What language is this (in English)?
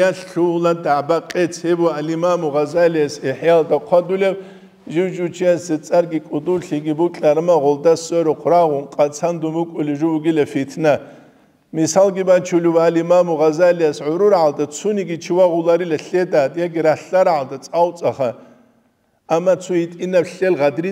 Avaric